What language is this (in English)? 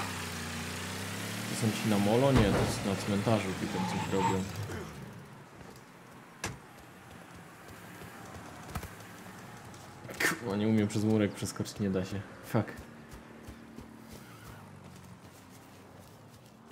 Polish